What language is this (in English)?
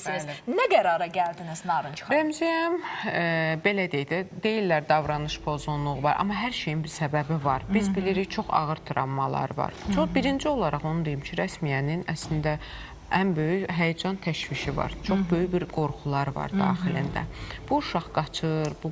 Azerbaijani